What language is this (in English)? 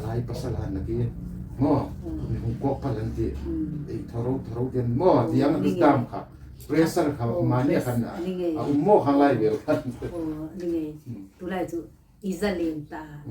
Hmar